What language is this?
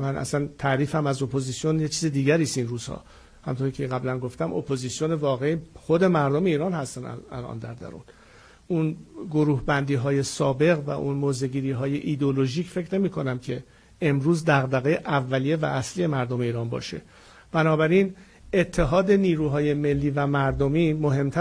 Persian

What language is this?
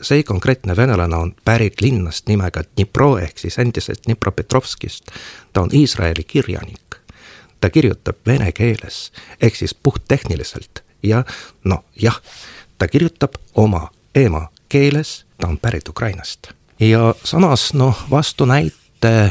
Estonian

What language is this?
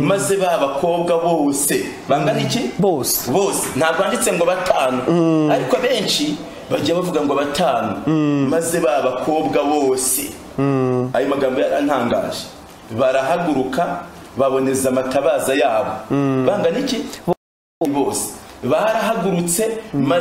Kinyarwanda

